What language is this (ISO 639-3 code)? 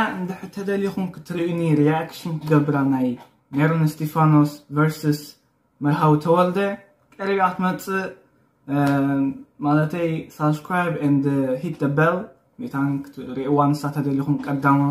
tir